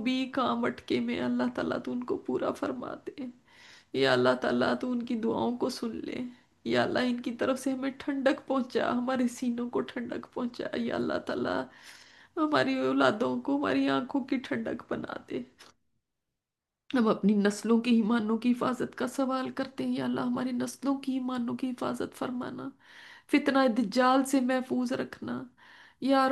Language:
Urdu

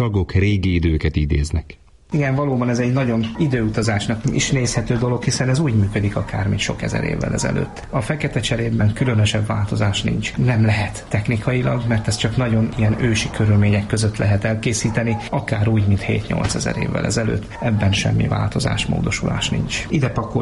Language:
Hungarian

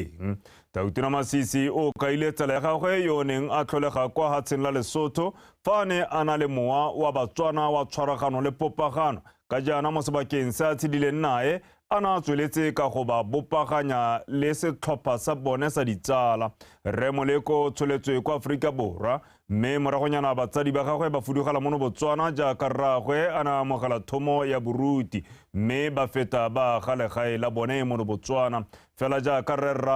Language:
Tswana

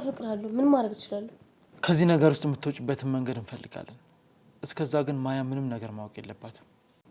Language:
Amharic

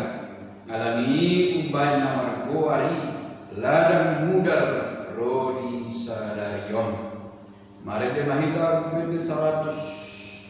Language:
Batak Toba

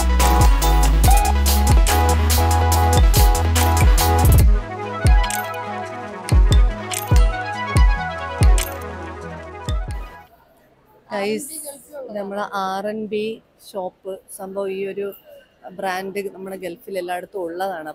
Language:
Malayalam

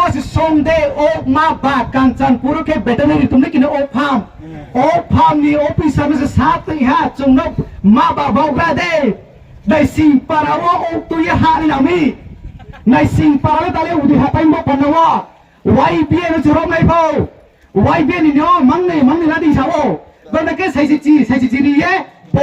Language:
Riang (India)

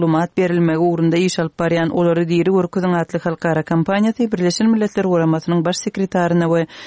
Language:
Turkmen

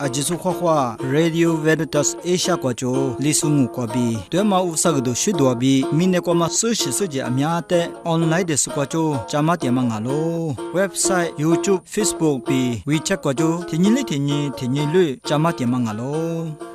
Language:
Lisu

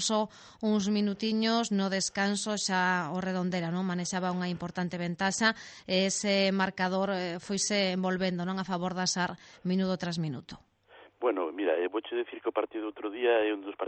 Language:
Galician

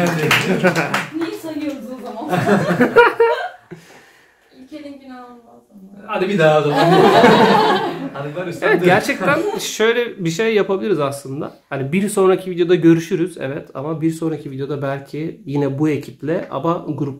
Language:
Turkish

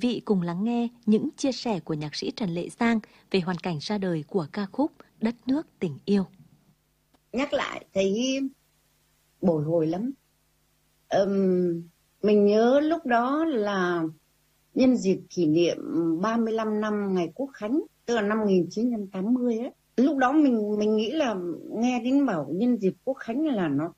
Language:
Vietnamese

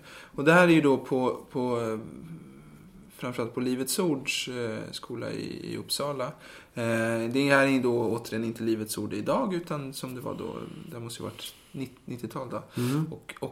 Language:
Swedish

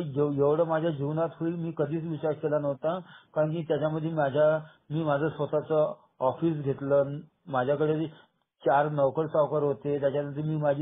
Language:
Marathi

